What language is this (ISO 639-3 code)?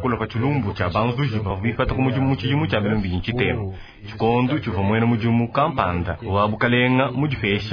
lua